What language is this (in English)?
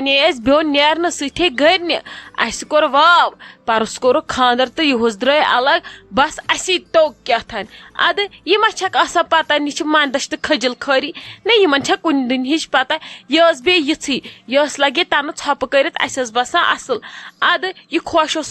Kashmiri